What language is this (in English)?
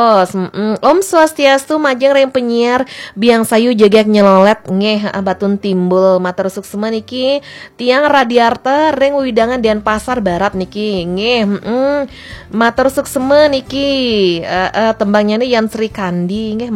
Balinese